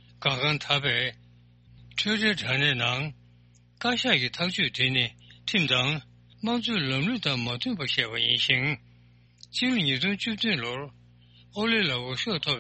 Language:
Tibetan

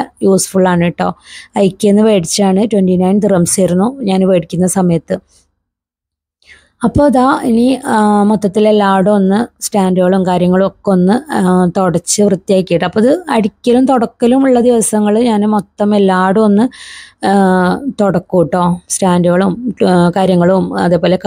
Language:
Malayalam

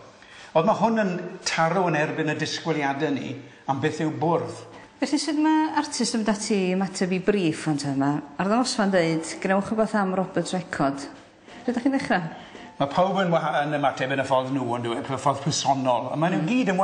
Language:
Welsh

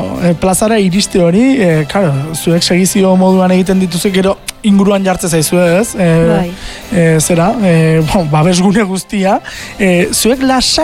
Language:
Basque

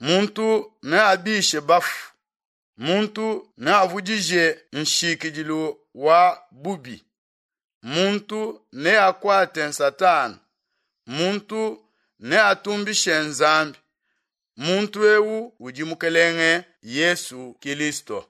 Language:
Luba-Lulua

